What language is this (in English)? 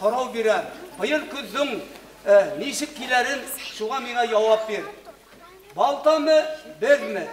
Bashkir